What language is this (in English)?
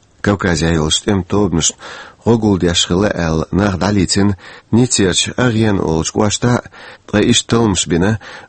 Chechen